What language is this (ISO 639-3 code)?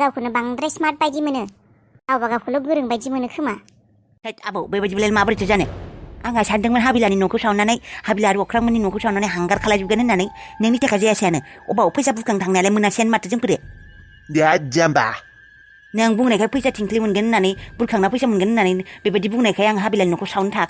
brx